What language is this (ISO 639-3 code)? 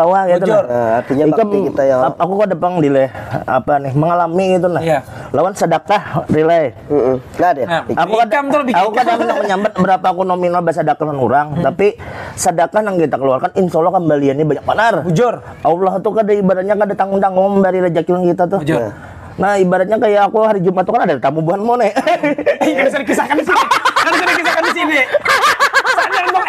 bjn